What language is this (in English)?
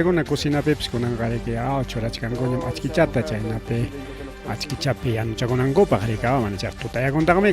Ayacucho Quechua